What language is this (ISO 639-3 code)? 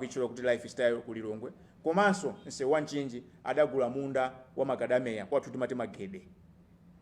nya